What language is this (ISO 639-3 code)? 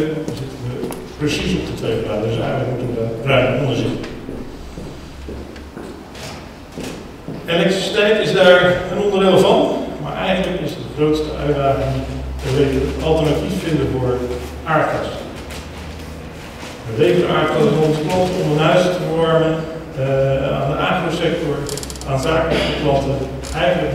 nld